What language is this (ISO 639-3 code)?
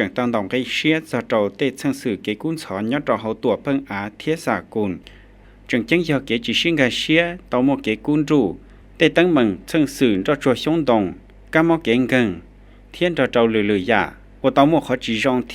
hmn